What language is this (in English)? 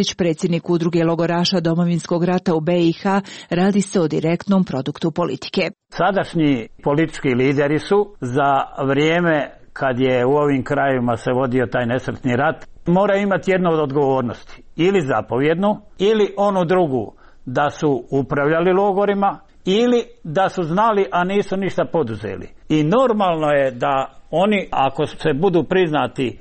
Croatian